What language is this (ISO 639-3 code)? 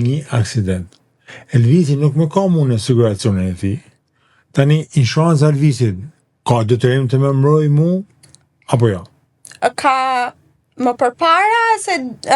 sqi